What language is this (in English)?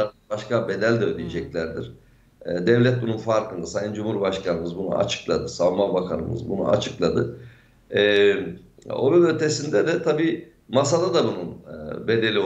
Turkish